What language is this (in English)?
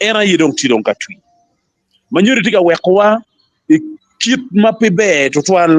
Acoli